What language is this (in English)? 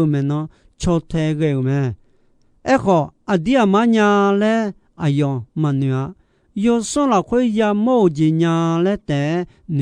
Akha